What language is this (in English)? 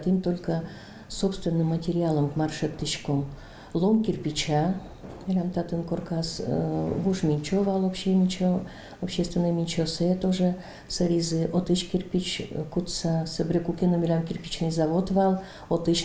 Udmurt